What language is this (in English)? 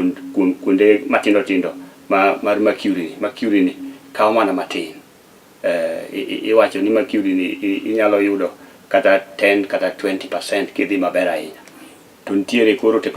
Luo (Kenya and Tanzania)